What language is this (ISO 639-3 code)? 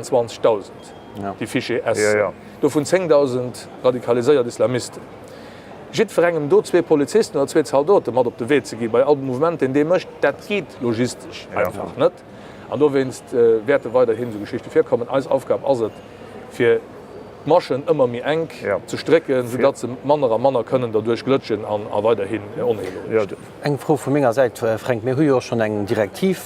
ltz